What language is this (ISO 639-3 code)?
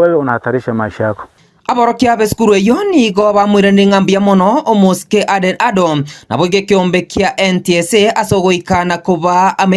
guz